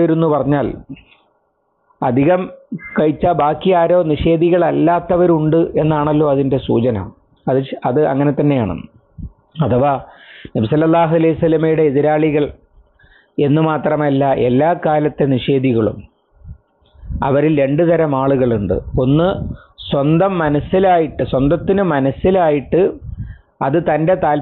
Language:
Malayalam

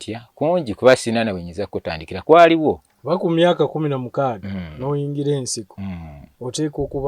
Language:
Ganda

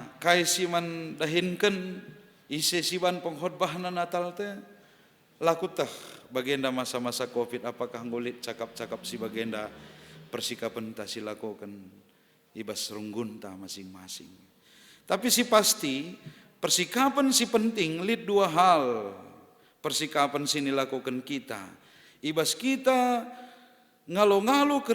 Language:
Batak Karo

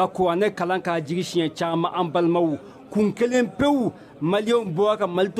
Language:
Bambara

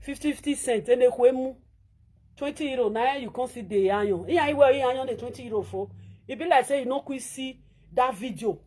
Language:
Nigerian Pidgin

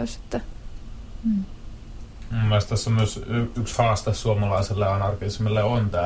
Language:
Finnish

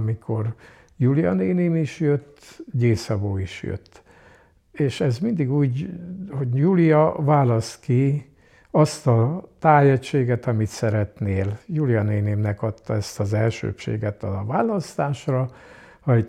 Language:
Hungarian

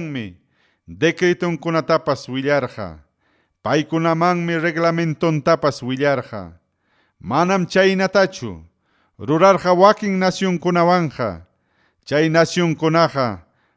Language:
Ayacucho Quechua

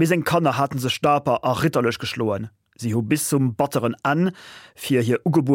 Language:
Luxembourgish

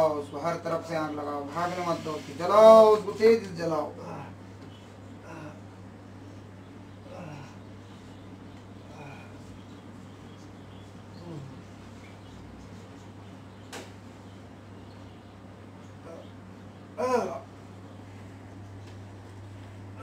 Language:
Hindi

